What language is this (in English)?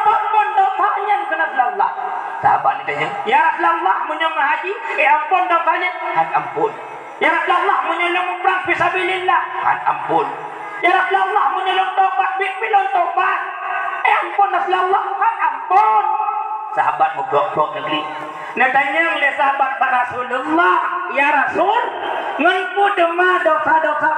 Achinese